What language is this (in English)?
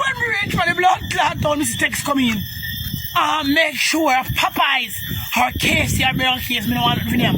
Jamaican Creole English